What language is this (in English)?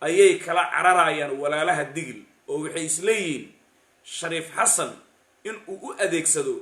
Somali